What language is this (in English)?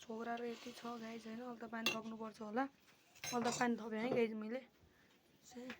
Nepali